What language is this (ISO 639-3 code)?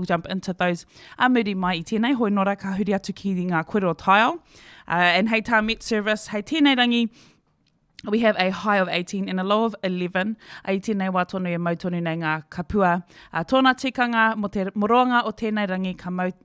mri